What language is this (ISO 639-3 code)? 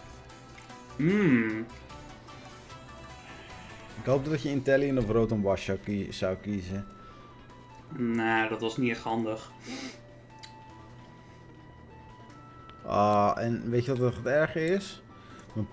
nld